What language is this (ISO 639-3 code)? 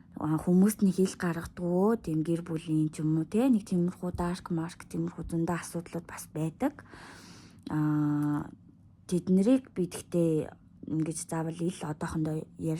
mon